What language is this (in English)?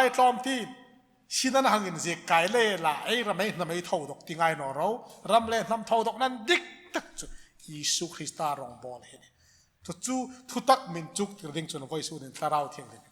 Hmar